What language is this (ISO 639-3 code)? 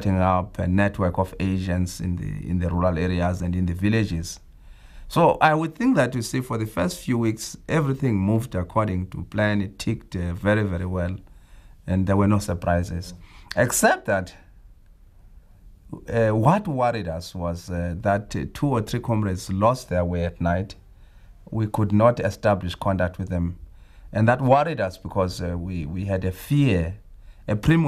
eng